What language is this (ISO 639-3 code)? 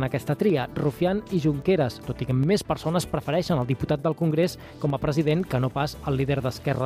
cat